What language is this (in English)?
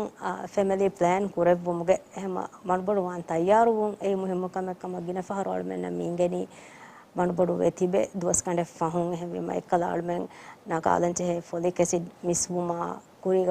Divehi